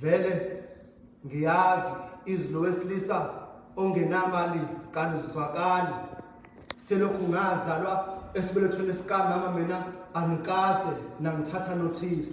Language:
Zulu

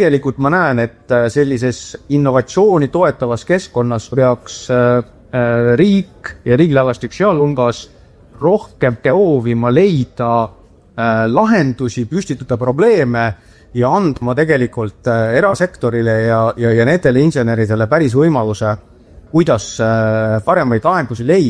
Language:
Estonian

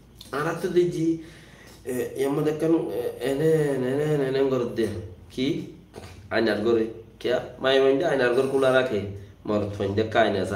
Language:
Rohingya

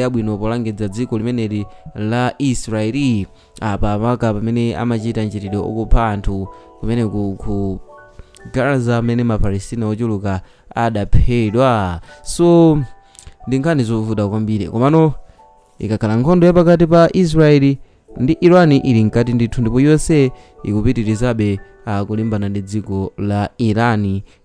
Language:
Nyanja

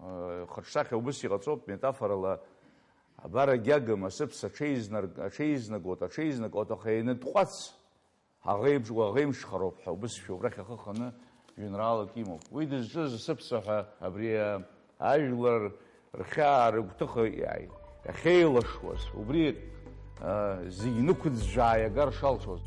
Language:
Abkhazian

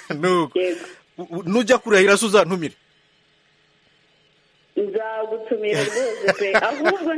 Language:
Kinyarwanda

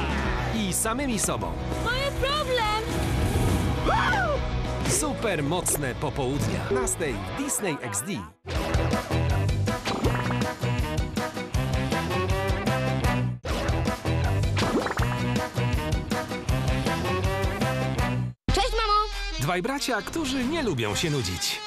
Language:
Polish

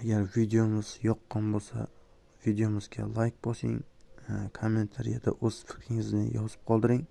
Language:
Uzbek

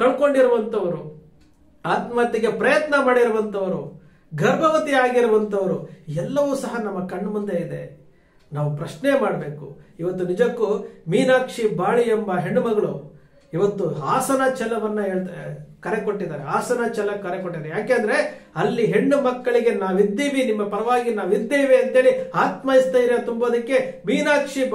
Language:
Kannada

